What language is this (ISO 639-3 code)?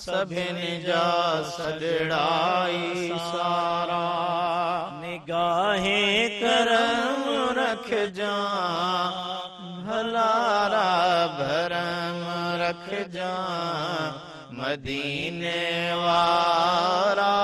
snd